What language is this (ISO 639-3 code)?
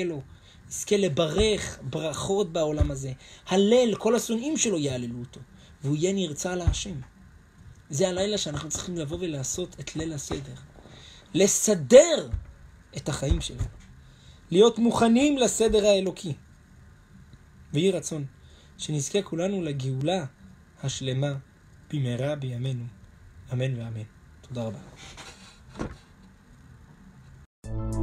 heb